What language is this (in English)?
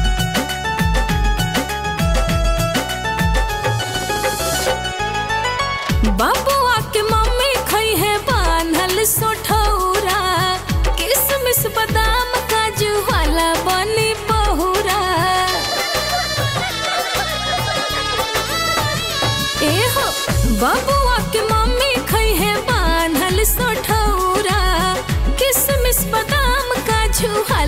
Bhojpuri